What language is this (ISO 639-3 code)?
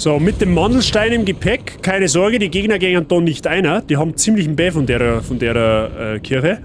bar